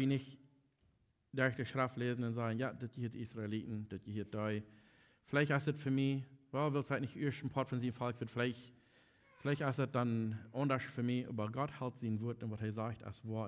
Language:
Plautdietsch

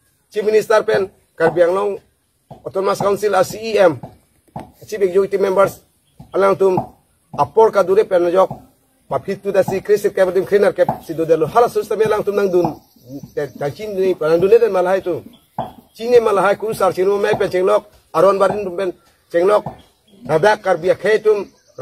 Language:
Karbi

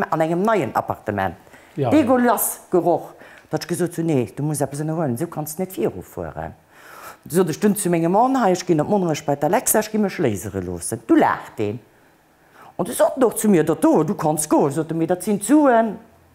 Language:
Luxembourgish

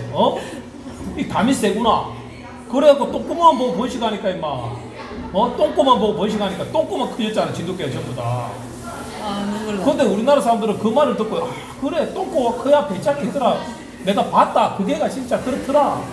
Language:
Korean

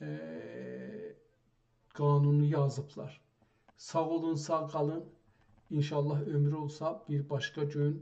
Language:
South Azerbaijani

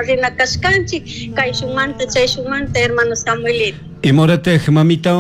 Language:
Chimborazo Highland Quichua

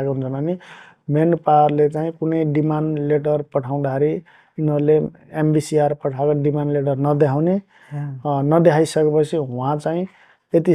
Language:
Nepali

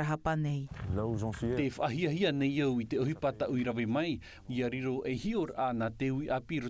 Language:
Tahitian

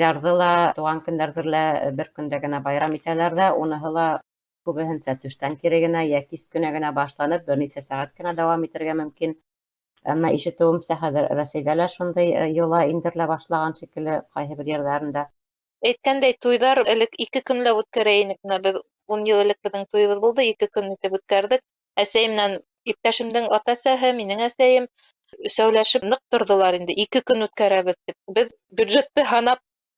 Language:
Bashkir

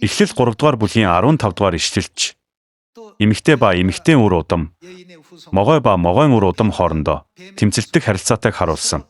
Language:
Mongolian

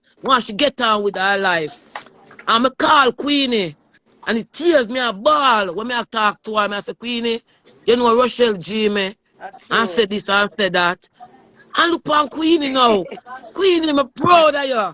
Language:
Jamaican Creole English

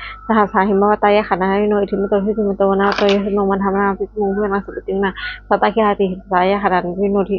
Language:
Pali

